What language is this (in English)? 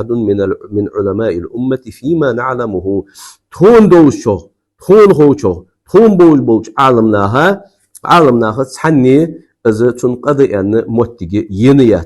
Ingush